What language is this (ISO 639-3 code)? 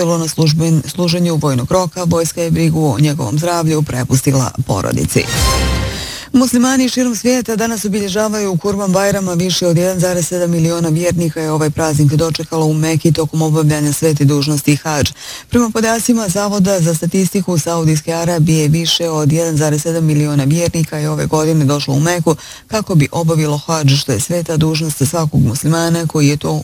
bos